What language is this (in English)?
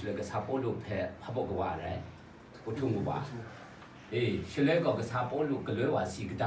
Kachin